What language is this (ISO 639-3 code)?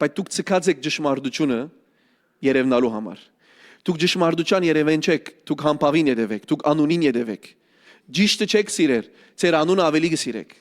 hyw